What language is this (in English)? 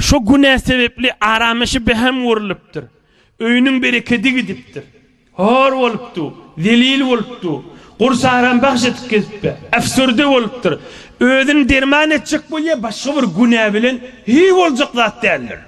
Turkmen